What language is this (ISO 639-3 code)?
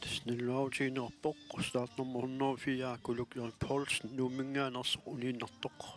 kal